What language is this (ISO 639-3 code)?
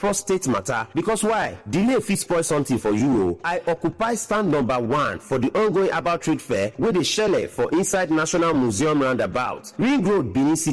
pcm